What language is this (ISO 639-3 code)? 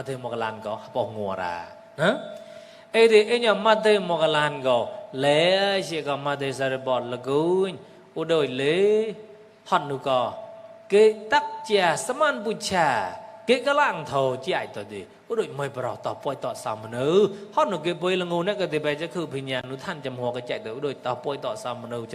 mnw